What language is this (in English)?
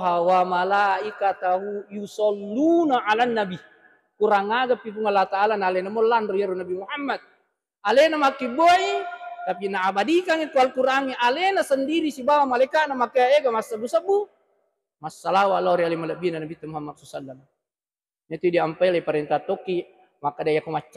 Buginese